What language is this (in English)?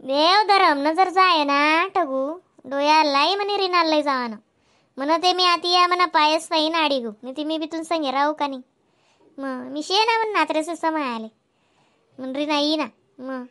Khandesi